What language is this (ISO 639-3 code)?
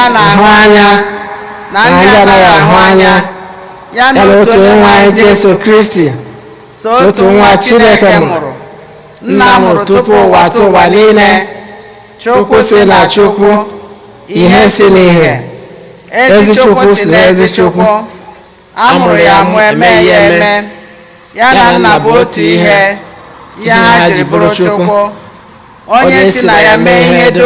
ibo